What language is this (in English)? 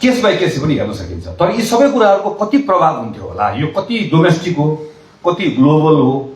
Nepali